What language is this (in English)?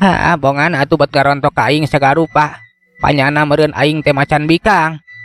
Sundanese